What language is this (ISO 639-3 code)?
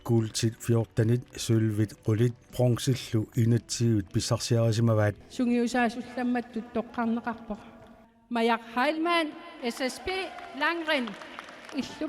kal